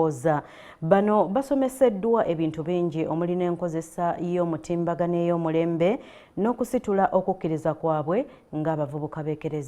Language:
Ganda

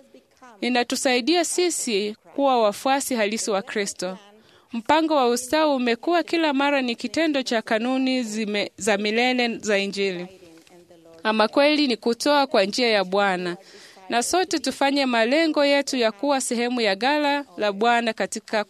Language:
Swahili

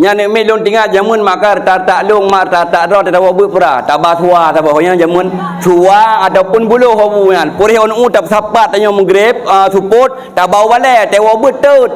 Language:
Achinese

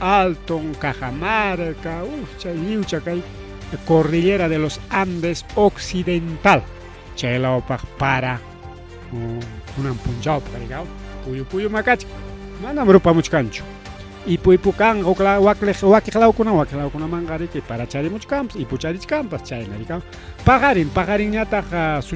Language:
Ayacucho Quechua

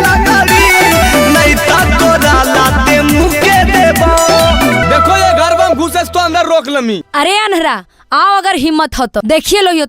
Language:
Magahi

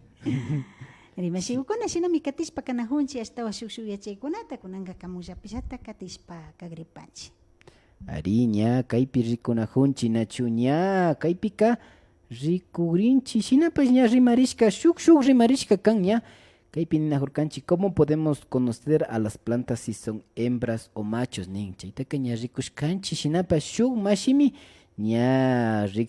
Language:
Imbabura Highland Quichua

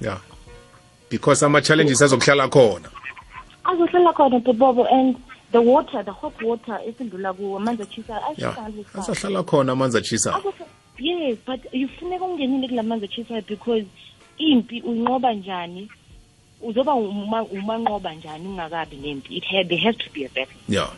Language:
South Ndebele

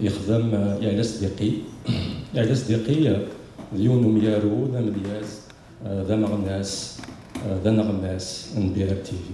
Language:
Kabyle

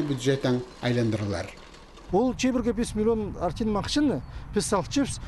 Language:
Khakas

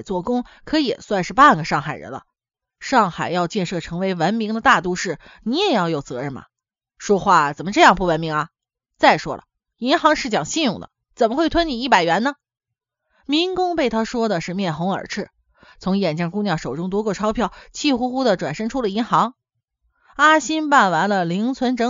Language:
Chinese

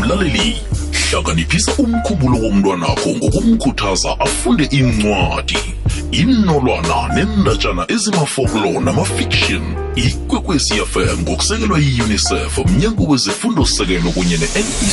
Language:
South Ndebele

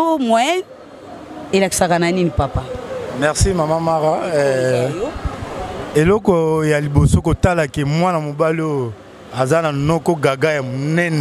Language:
Lingala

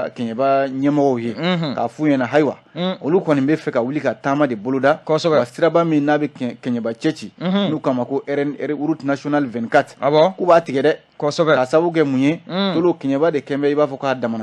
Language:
Bambara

